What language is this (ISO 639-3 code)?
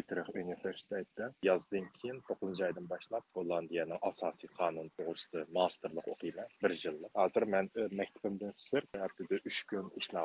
uig